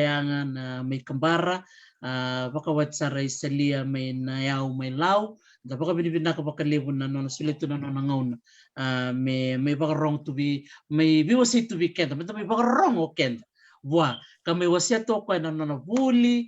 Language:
Fijian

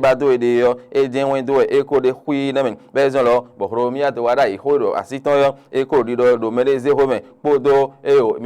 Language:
Fon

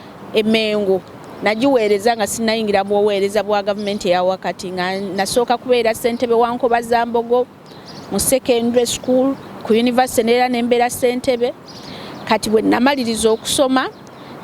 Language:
Ganda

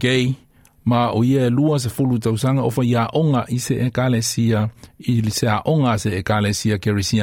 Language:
Samoan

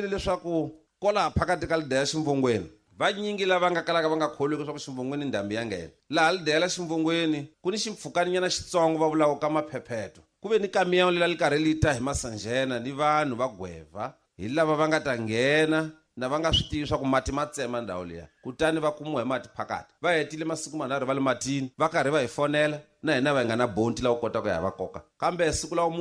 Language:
Tsonga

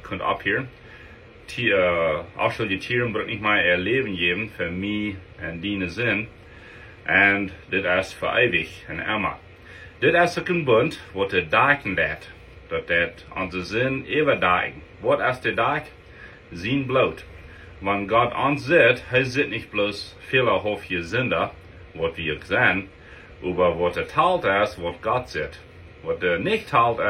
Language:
Plautdietsch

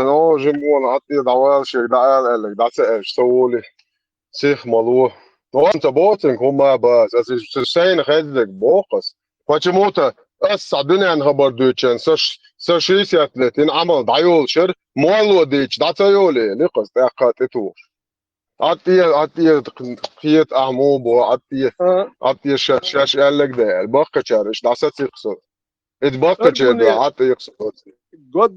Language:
Chechen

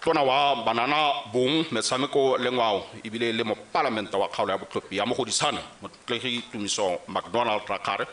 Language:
Tswana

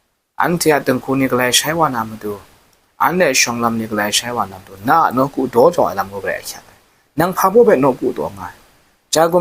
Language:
Kachin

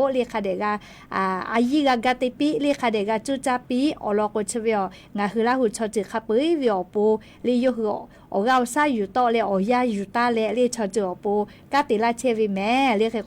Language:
Lahu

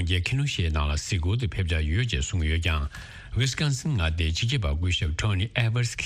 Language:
Tibetan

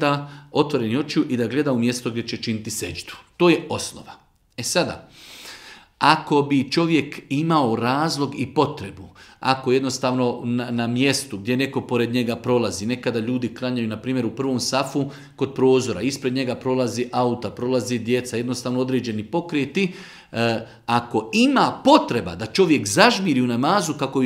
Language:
Bosnian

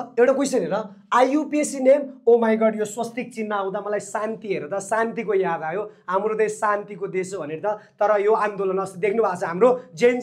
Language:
Nepali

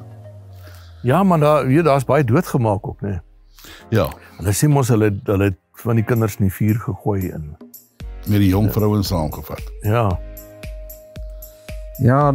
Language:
Afrikaans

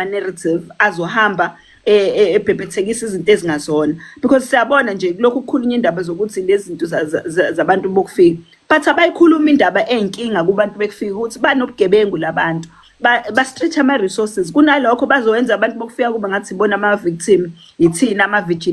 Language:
Zulu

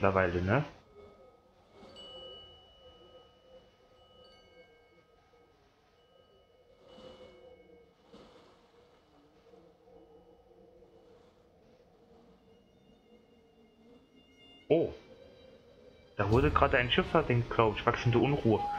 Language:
German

